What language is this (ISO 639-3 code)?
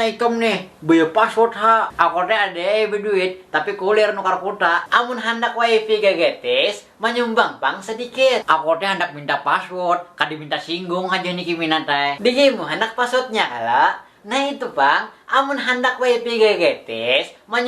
bjn